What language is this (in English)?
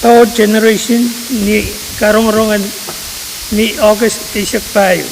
Pohnpeian